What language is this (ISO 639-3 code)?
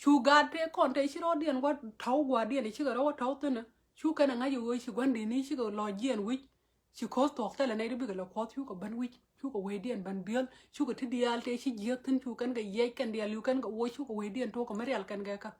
nus